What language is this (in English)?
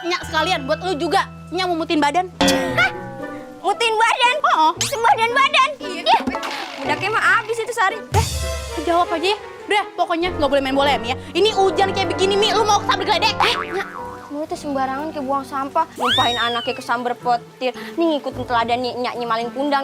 Betawi